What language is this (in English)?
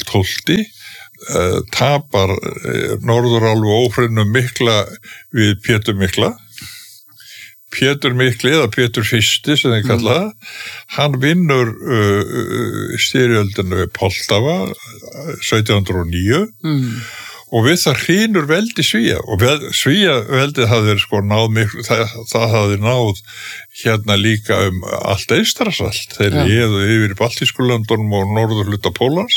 Icelandic